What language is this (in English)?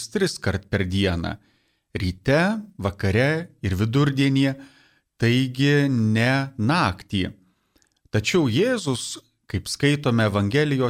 Lithuanian